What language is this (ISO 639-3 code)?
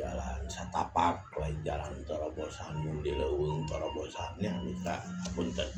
sun